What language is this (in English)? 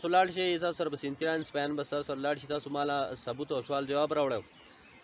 Pashto